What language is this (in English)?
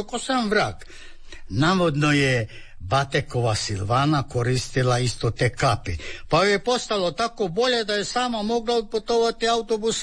Croatian